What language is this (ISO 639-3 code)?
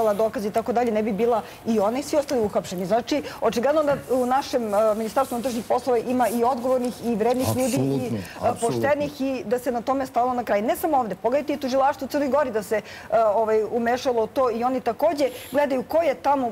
srp